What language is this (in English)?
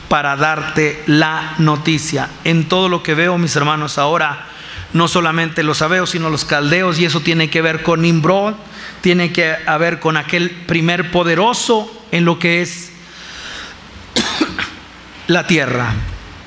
Spanish